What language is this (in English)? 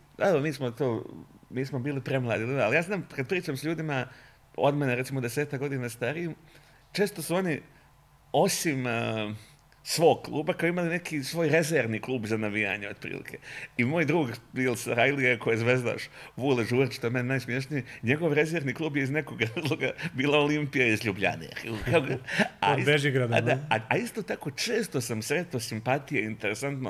Bosnian